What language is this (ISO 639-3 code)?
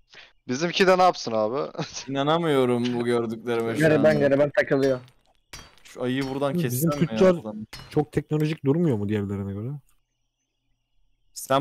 tur